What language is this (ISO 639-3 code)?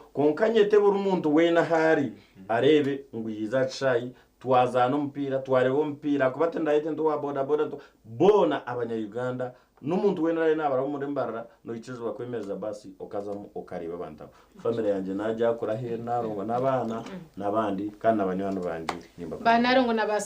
nyn